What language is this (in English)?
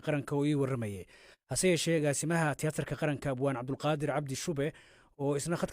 Somali